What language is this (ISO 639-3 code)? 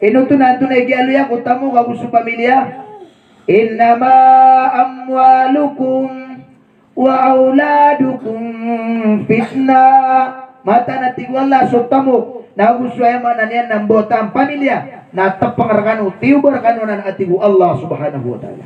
mrw